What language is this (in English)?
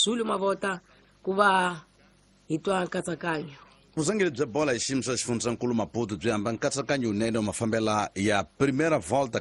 Tsonga